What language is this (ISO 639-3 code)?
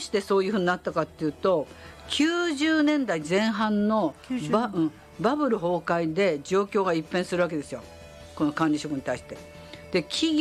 jpn